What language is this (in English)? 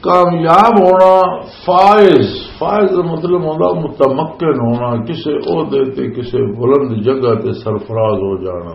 Western Panjabi